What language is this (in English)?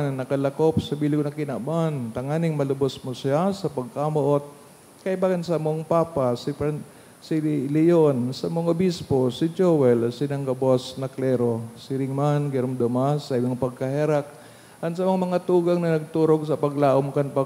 Bikol